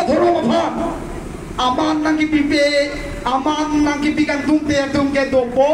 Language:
Karbi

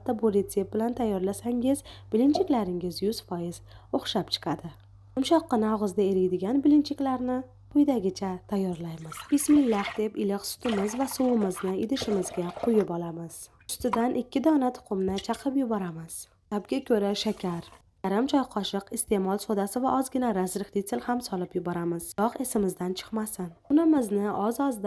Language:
Uzbek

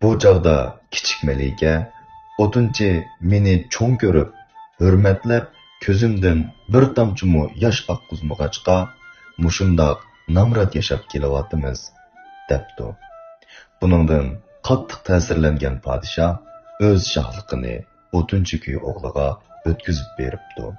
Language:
Uyghur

